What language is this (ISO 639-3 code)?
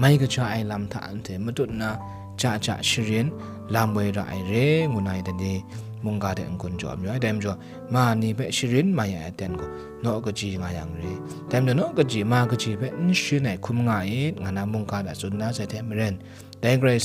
kac